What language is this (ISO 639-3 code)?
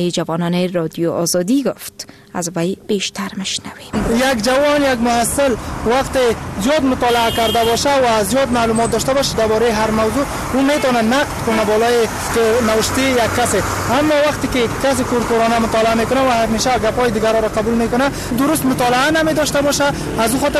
fas